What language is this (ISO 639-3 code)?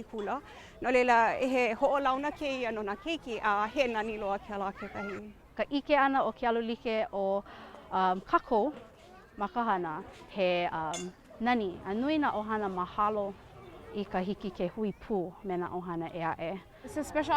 haw